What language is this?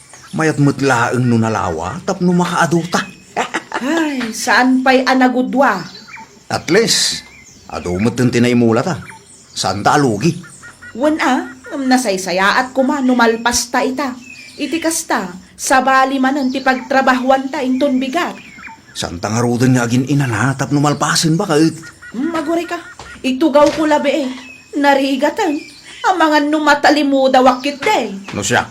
Iloko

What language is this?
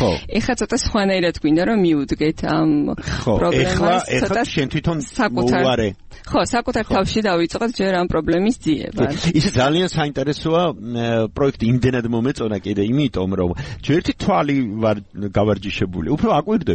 Georgian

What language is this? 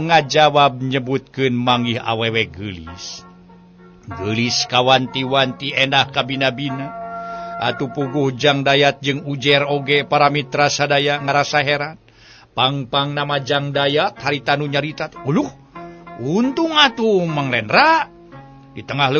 Sundanese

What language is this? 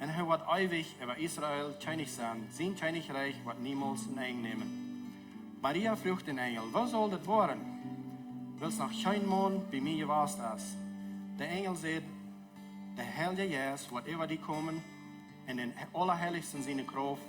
Plautdietsch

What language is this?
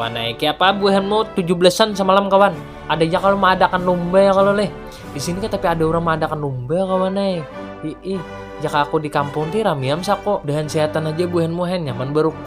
Banjar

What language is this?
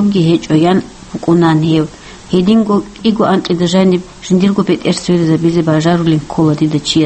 Avaric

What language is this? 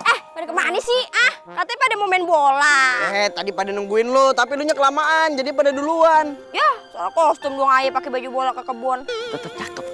Betawi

